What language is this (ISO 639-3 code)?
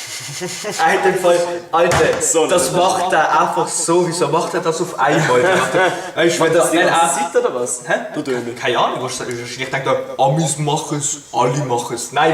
gsw